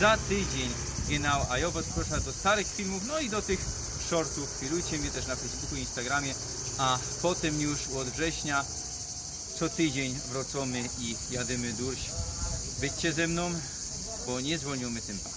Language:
Silesian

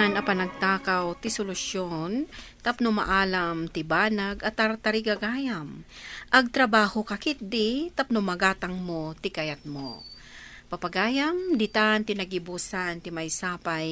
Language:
Iloko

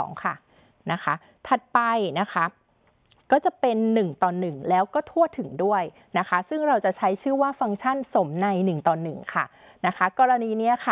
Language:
Thai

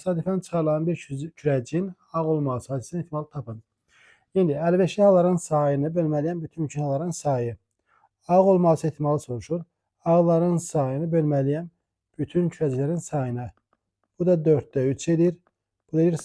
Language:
Azerbaijani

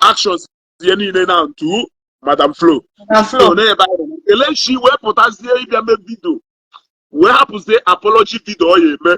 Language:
Igbo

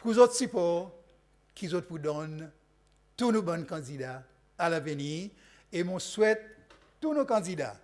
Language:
Seselwa Creole French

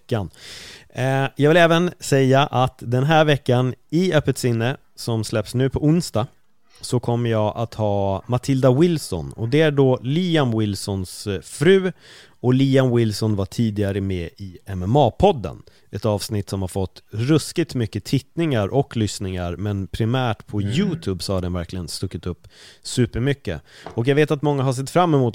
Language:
Swedish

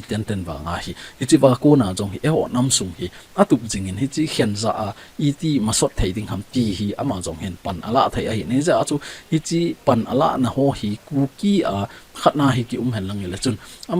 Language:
Thado Chin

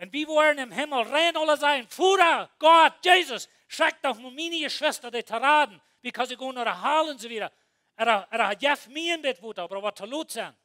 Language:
Plautdietsch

